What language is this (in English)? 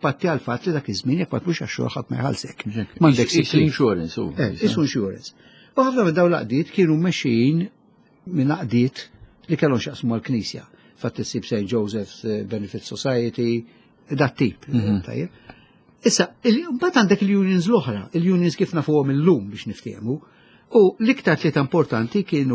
Maltese